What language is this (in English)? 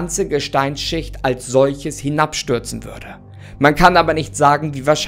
German